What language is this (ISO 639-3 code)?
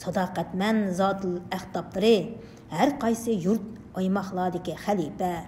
uig